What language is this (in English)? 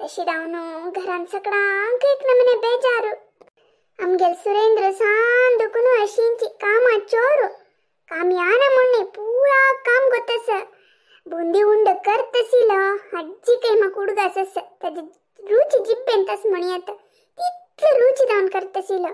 Konkani